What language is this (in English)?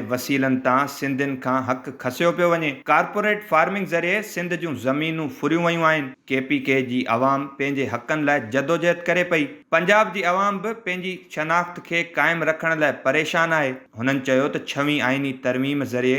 Sindhi